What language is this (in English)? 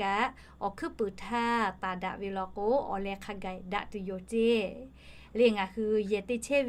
Lahu